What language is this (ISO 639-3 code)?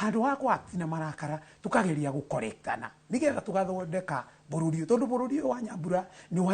kik